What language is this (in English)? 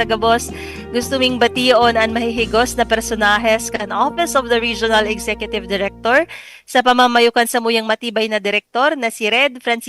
Bikol